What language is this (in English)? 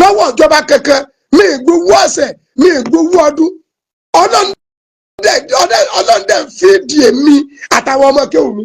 Yoruba